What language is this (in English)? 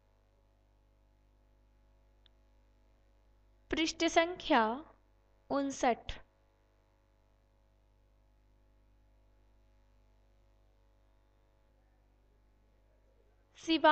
Hindi